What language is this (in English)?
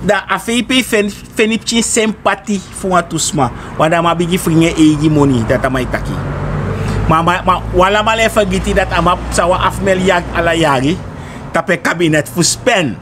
Sranan Tongo